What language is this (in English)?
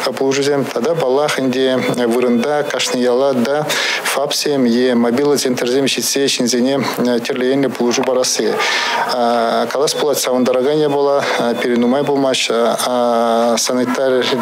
Chuvash